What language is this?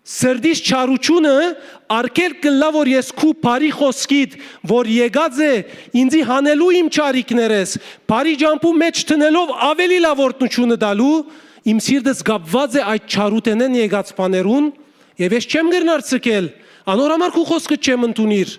Western Armenian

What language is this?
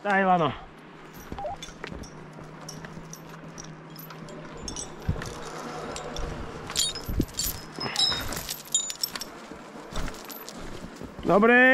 Slovak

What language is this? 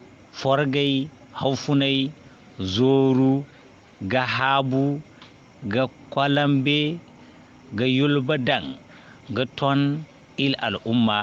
Zarma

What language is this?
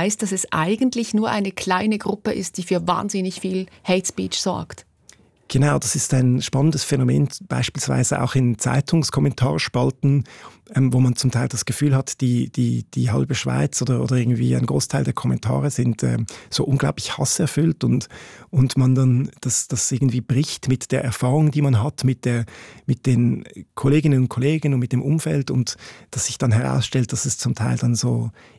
German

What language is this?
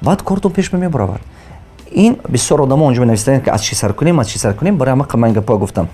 Tajik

